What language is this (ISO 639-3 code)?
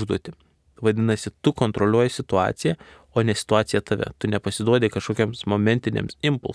lit